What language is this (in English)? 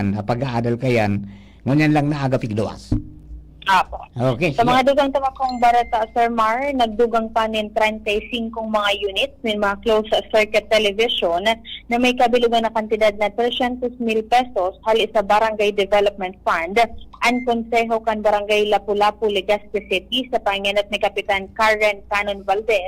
Bikol